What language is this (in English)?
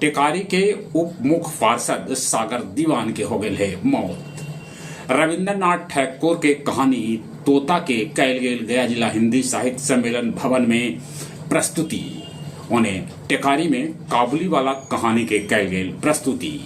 Magahi